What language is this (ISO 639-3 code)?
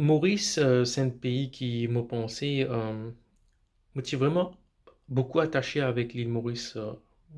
mfe